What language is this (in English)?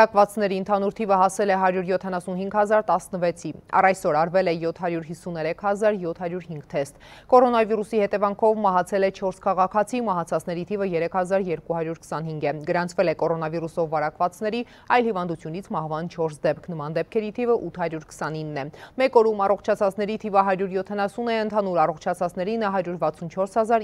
Armenian